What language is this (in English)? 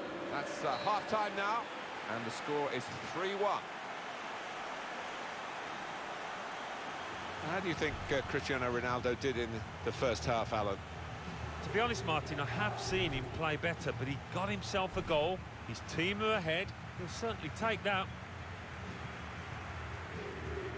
English